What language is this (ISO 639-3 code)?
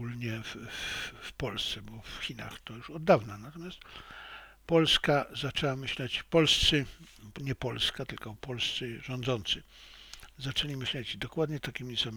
pol